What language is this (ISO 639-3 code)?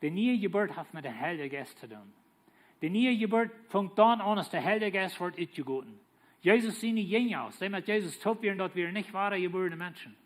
pdt